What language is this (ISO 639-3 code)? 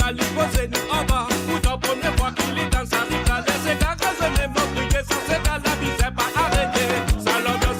mfe